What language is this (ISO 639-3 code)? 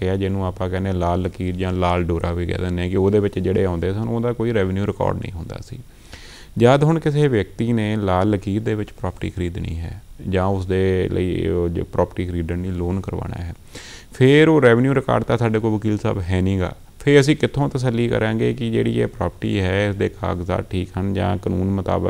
pan